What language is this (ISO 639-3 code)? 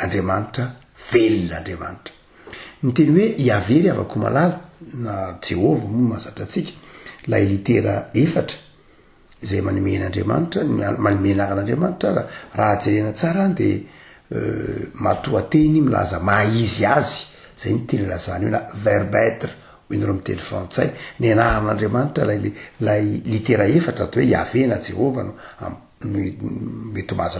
mlg